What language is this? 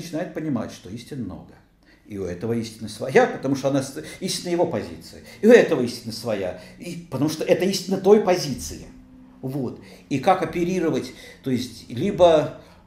Russian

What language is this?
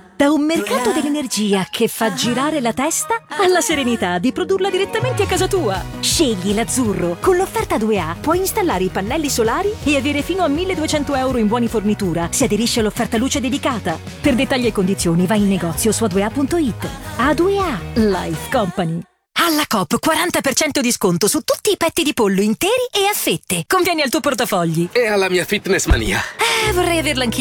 Italian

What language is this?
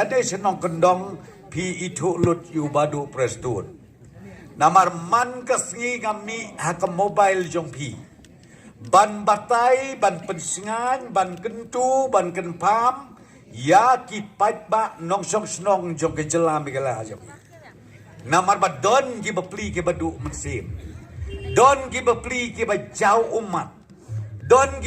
Khasi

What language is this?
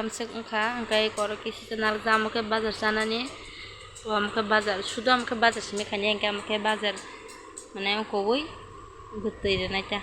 Kok Borok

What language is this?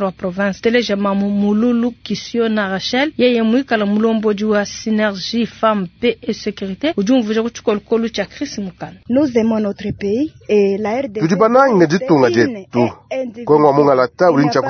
Luba-Lulua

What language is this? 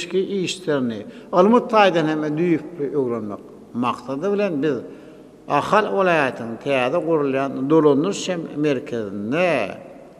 Turkmen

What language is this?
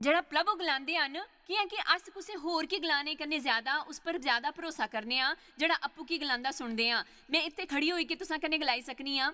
Dogri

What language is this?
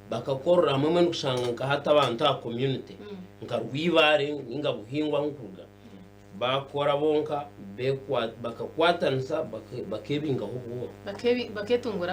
Nyankole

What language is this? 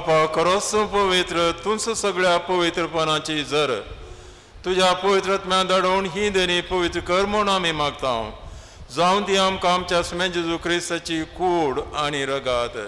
Konkani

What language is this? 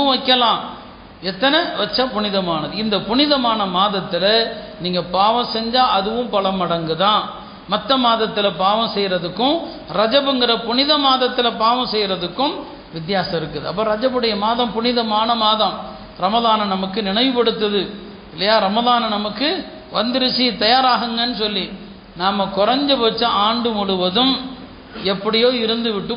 Tamil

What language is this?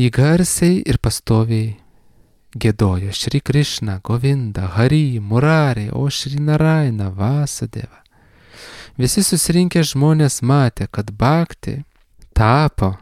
Lithuanian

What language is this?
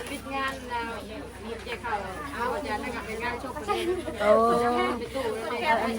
Northeastern Thai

